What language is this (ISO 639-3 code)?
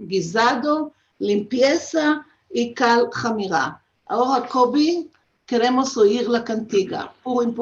lad